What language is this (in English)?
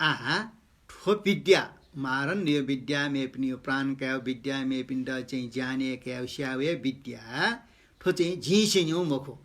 Newari